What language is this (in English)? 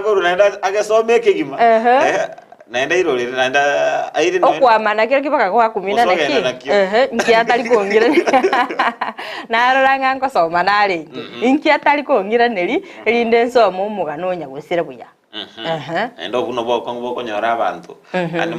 Gusii